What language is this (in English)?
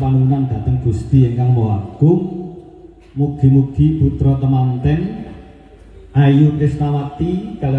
Javanese